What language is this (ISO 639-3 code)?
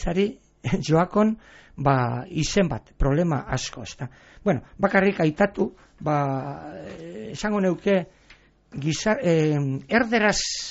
eus